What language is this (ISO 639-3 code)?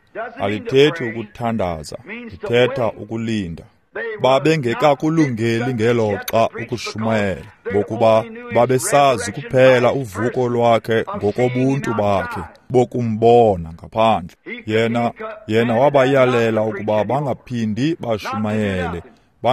xho